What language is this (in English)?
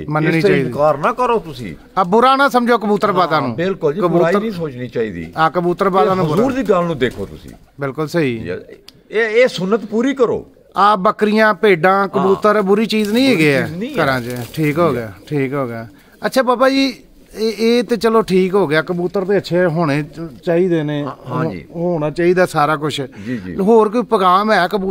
Punjabi